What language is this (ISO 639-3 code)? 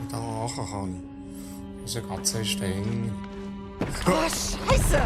gsw